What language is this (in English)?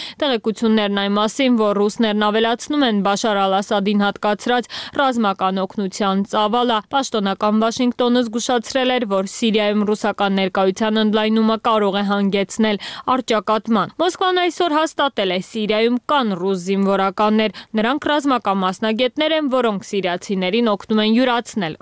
Armenian